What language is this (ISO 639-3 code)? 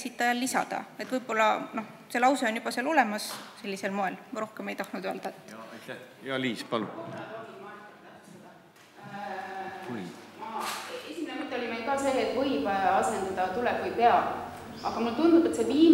est